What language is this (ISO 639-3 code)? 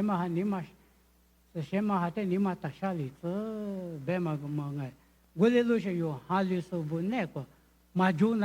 lis